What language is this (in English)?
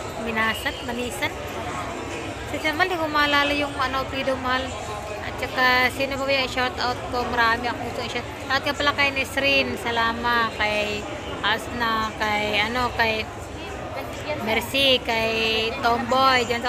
Filipino